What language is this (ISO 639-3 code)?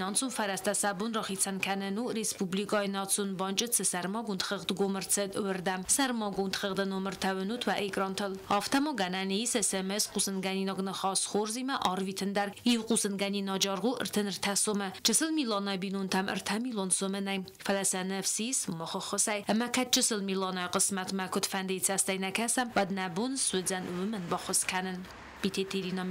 oss